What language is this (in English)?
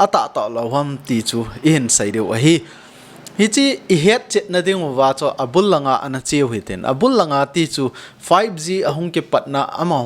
Thado Chin